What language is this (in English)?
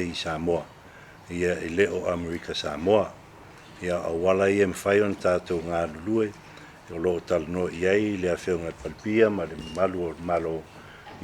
Samoan